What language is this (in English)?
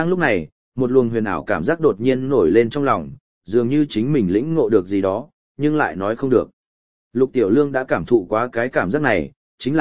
Vietnamese